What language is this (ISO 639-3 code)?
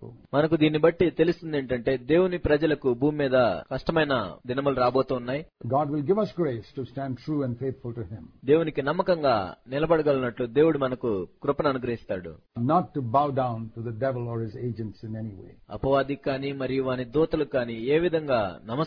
tel